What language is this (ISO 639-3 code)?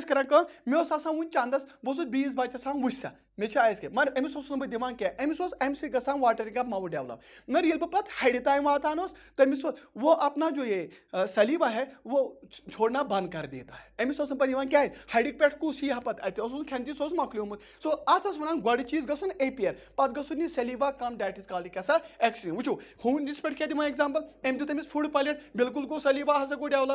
kas